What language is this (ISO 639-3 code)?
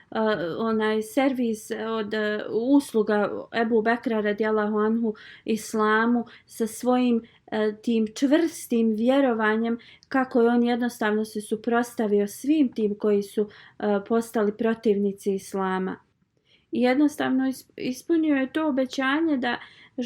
bos